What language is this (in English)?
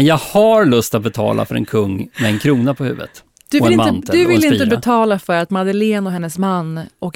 Swedish